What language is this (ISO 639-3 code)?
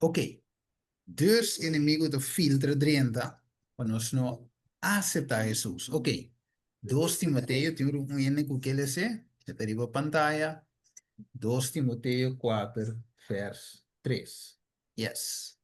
pap